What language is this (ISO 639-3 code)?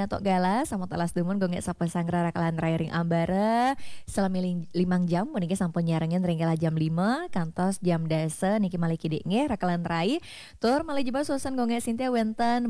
ban